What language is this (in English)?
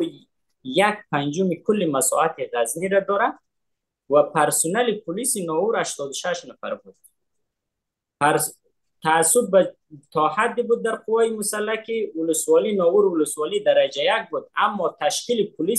Persian